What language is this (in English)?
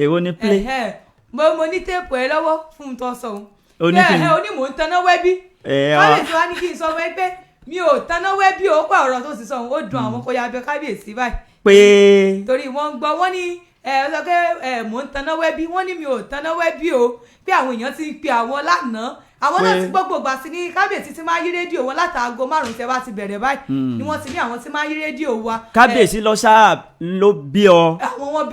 Yoruba